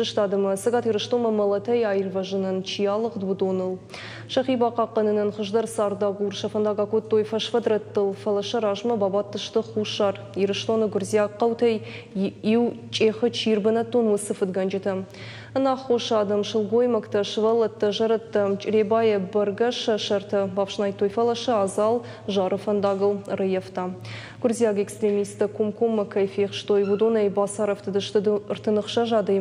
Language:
Ossetic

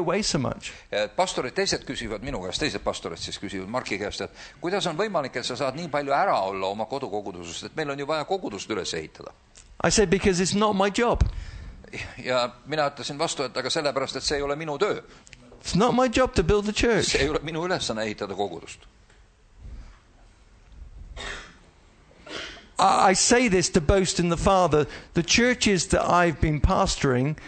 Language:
Estonian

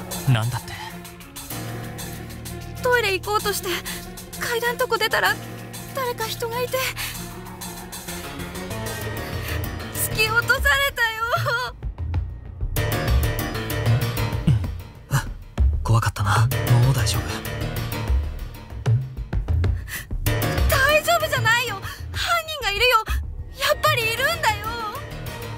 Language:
Japanese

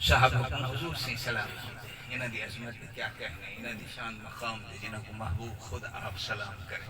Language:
Saraiki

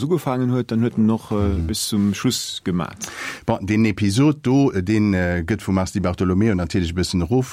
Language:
Luxembourgish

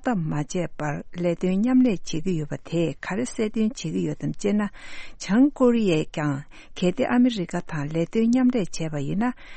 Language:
Tibetan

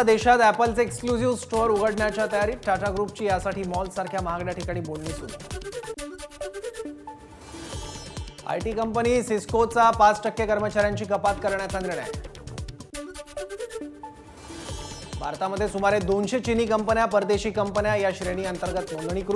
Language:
Marathi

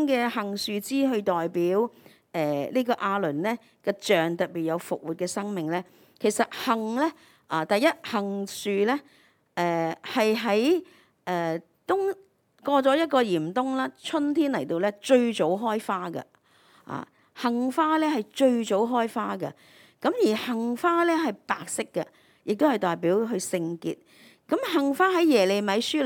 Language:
Cantonese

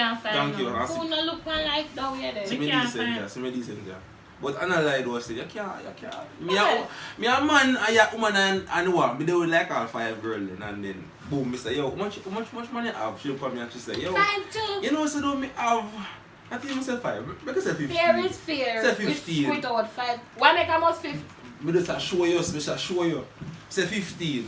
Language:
Jamaican Creole English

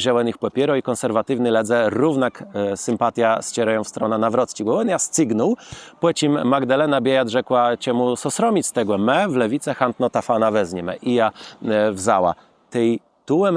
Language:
Kashubian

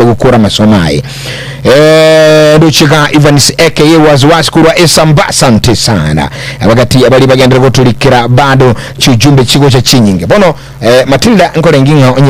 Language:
Gusii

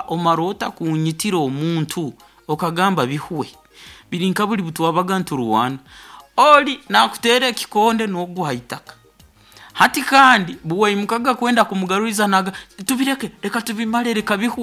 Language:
Nyoro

